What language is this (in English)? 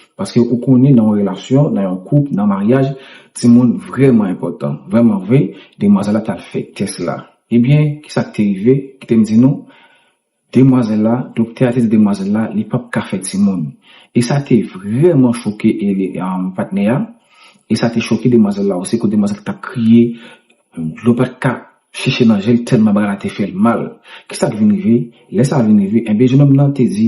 Haitian Creole